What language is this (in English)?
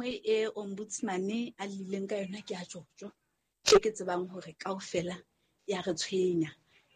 Southern Sotho